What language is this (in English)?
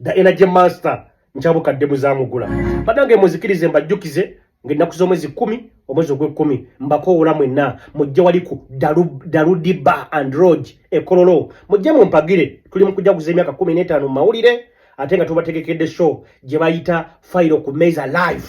Ganda